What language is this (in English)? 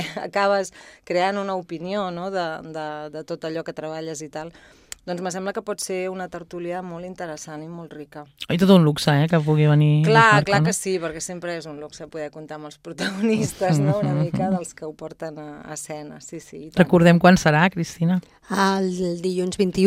Catalan